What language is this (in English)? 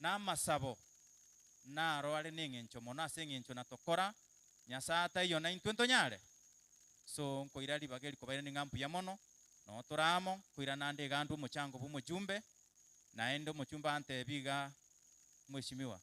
Gusii